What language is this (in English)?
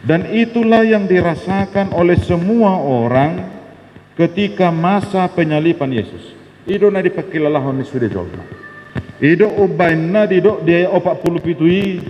Batak Toba